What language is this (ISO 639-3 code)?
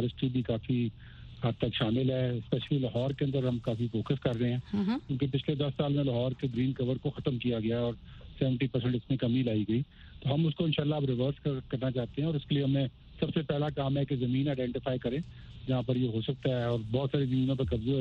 urd